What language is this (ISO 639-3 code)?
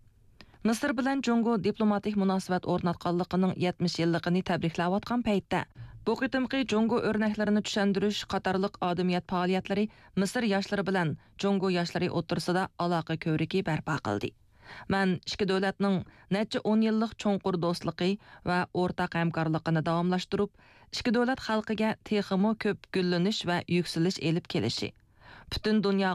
uig